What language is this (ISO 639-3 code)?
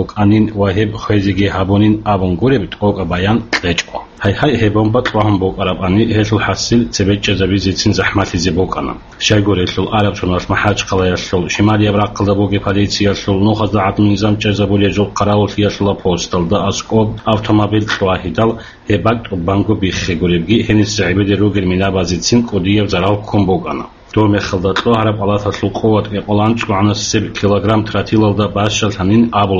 ava